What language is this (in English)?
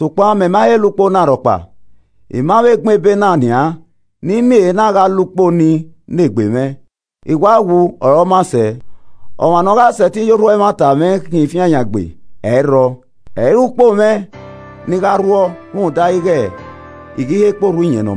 Esan